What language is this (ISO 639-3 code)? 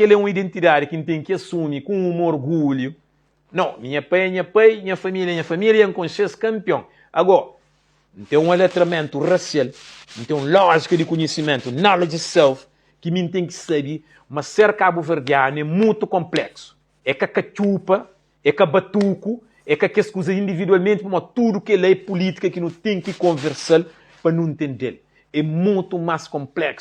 kea